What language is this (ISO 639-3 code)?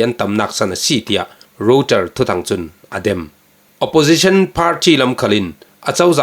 cfm